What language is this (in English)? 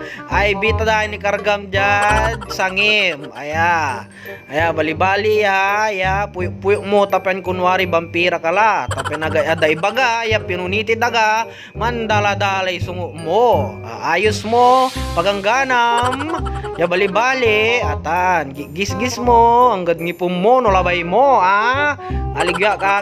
Pangasinan